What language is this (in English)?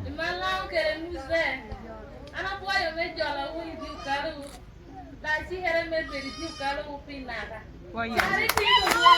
Lango (Uganda)